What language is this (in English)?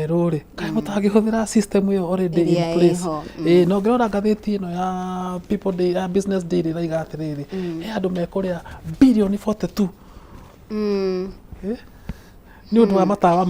Kikuyu